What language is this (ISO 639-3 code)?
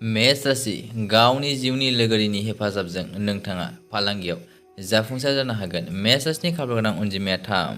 brx